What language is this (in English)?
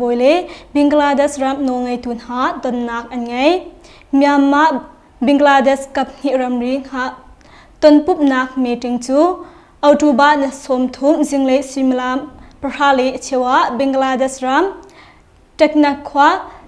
Hakha Chin